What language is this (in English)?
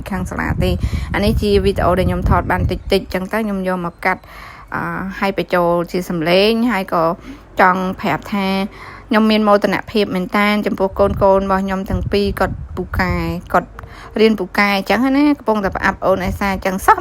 Khmer